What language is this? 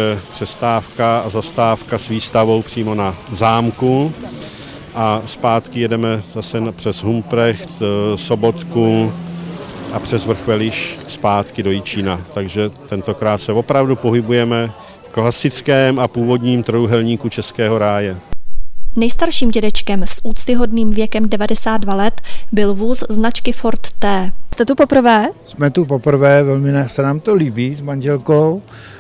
Czech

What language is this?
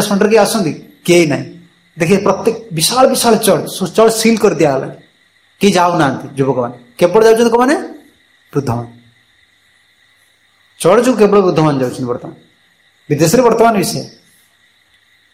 Odia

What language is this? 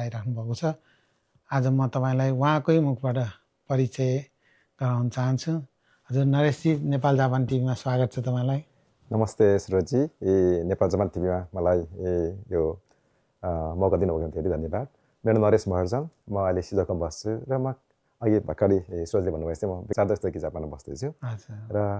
Nepali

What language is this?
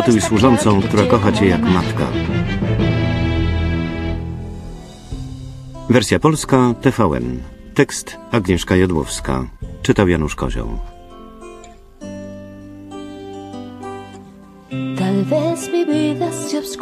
Polish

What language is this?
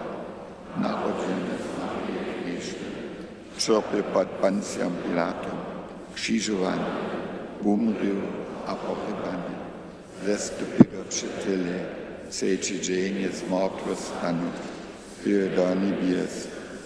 Upper Sorbian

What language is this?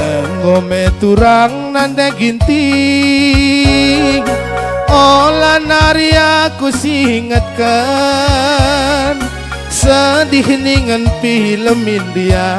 Batak Karo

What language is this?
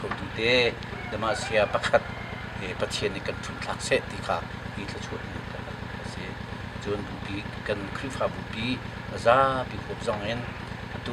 Hakha Chin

